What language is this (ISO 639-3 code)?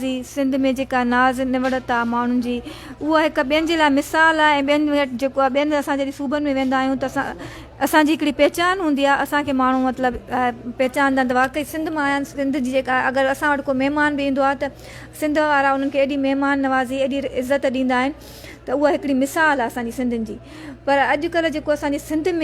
snd